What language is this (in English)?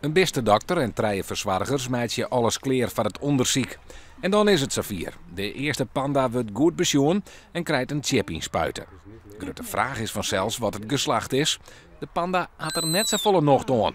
Western Frisian